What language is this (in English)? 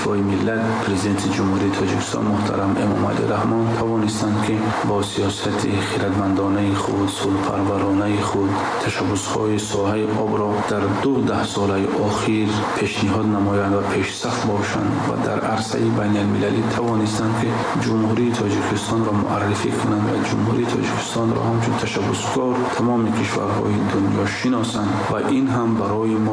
Persian